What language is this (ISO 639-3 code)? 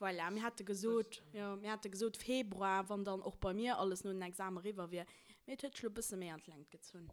ltz